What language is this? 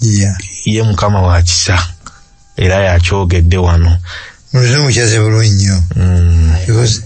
Ganda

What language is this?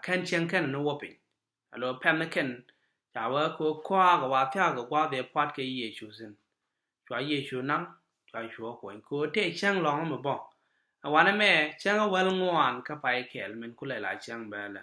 Nuer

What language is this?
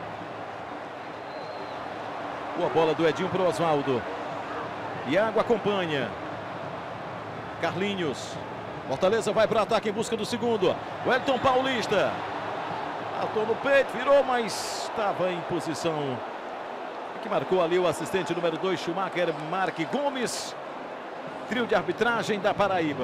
Portuguese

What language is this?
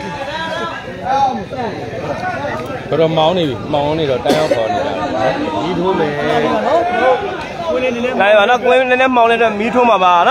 Burmese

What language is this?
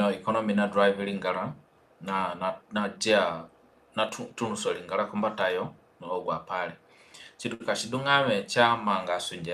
Zande (individual language)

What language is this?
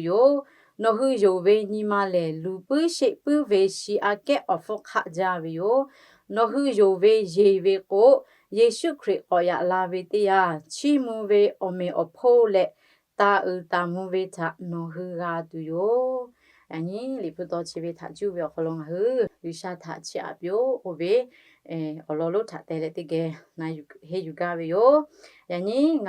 Lahu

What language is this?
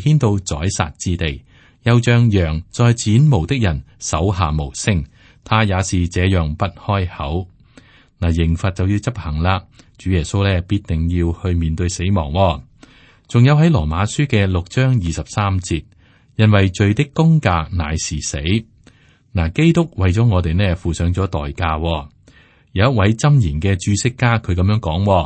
Cantonese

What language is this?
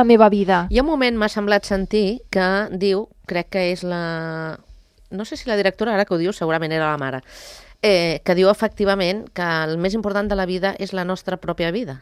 Catalan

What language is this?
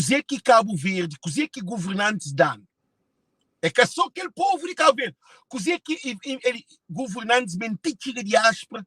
Kabuverdianu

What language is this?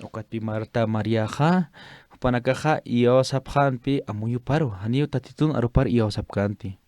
Aymara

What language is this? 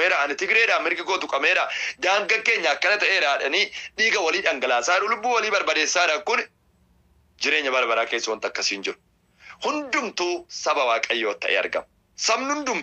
Oromo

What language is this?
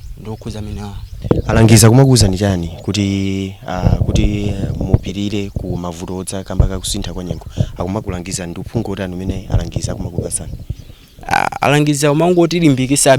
Nyanja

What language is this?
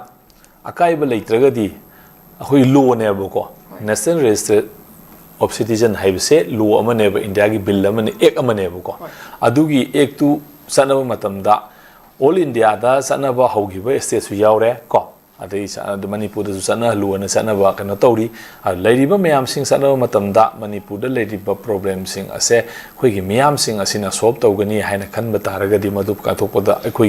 Manipuri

